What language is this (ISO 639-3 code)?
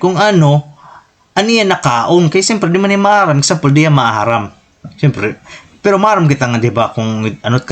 war